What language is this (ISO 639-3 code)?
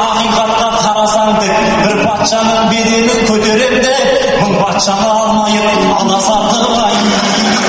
kaz